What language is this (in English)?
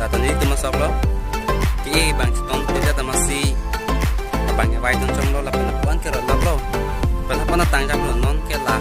Karbi